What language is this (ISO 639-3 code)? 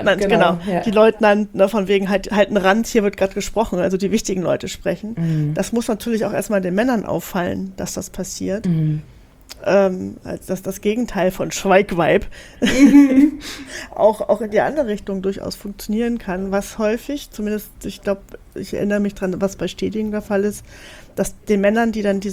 deu